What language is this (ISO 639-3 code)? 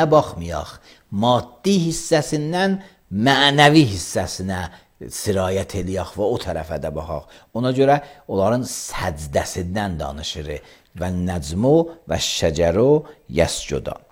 aze